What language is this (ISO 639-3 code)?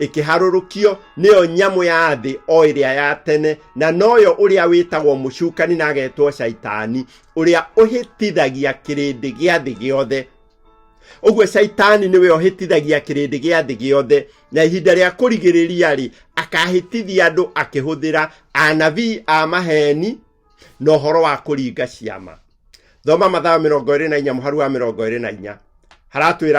kik